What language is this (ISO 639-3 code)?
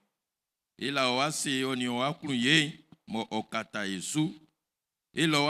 bci